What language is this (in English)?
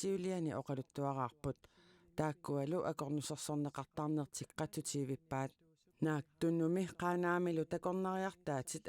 Kalaallisut